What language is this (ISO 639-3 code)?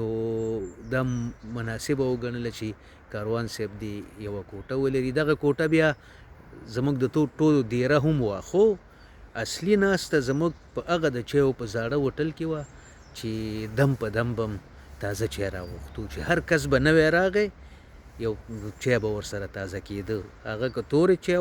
pus